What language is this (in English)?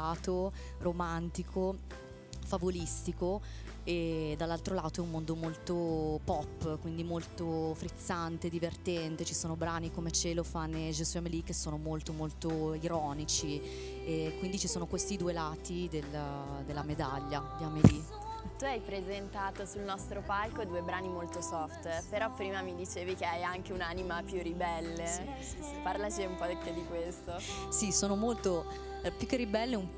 Italian